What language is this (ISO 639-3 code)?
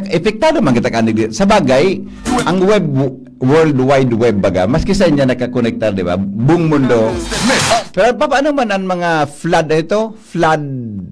bik